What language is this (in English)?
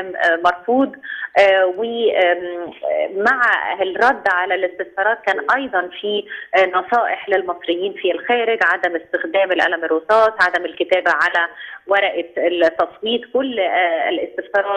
Egyptian Arabic